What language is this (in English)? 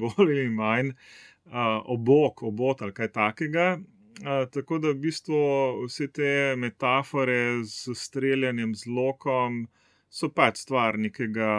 Slovenian